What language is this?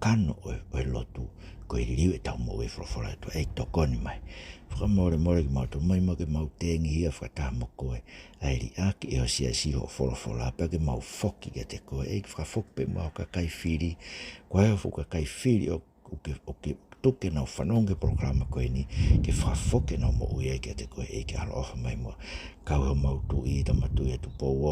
Tongan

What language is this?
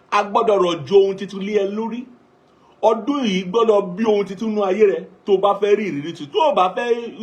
Yoruba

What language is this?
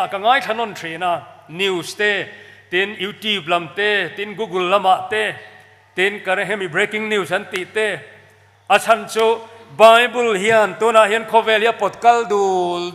Mizo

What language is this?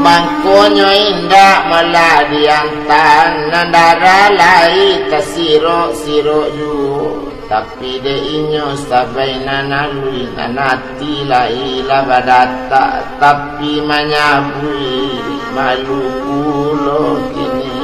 Minangkabau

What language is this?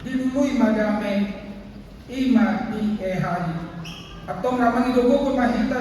Batak Toba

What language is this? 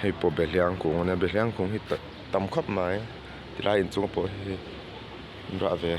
Mizo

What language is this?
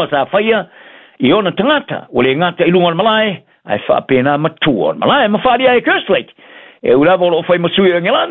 Samoan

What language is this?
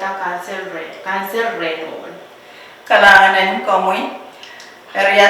Pohnpeian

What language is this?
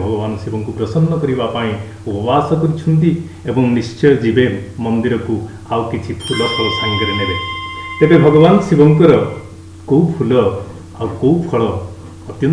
Odia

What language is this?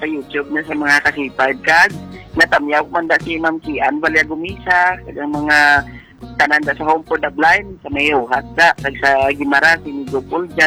Hiligaynon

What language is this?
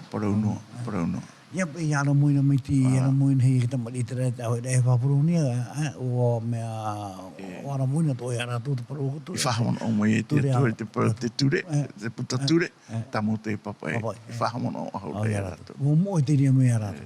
Tahitian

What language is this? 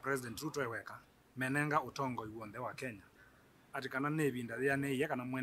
Kamba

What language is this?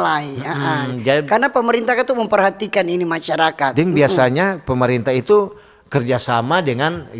Manado Malay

